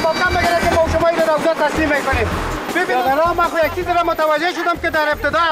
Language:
Persian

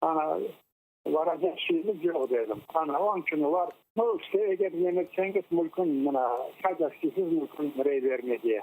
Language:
Crimean Tatar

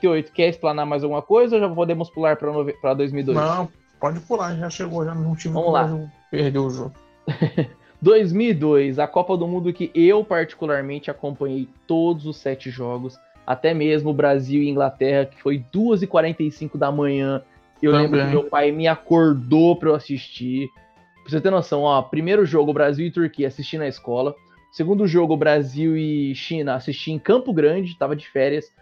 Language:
Portuguese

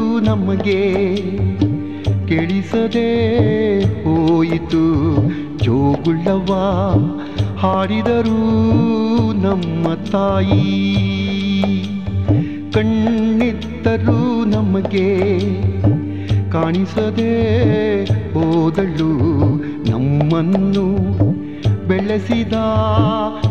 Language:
Kannada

